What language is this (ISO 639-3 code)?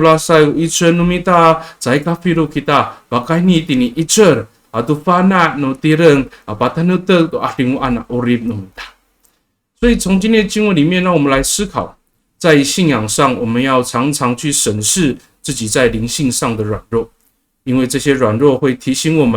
ami